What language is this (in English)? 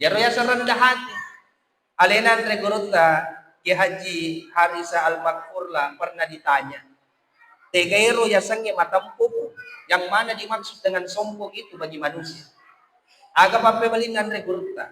Buginese